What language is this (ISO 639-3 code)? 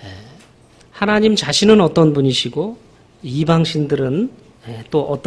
kor